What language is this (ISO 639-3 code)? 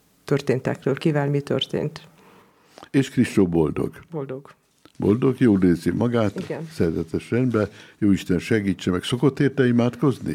hun